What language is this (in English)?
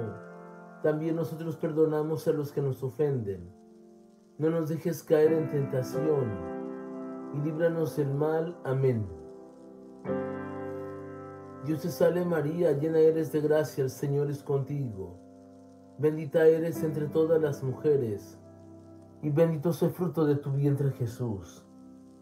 Spanish